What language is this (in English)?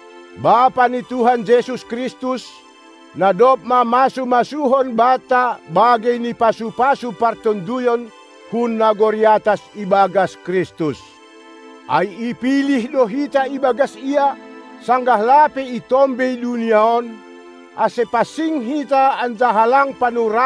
Batak Simalungun